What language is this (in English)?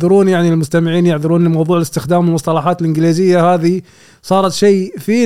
Gulf Arabic